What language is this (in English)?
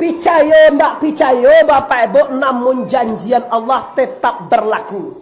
Minangkabau